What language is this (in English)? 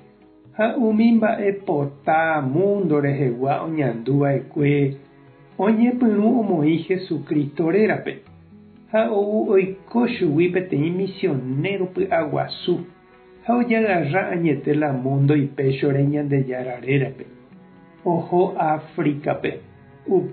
Guarani